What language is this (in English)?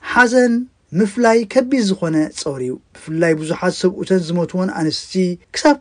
Tigrinya